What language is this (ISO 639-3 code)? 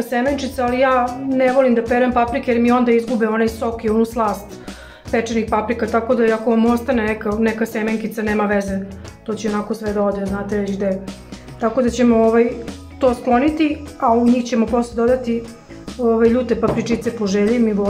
srp